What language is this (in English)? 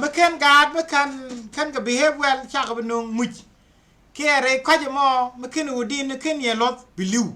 Nuer